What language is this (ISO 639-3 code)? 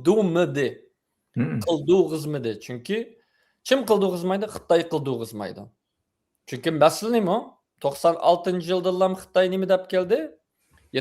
uig